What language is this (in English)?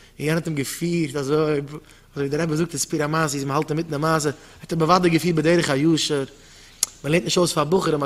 Yiddish